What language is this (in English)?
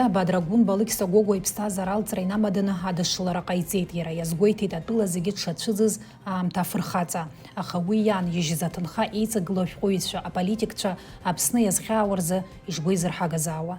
Abkhazian